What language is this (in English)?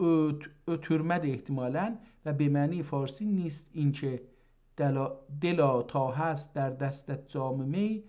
South Azerbaijani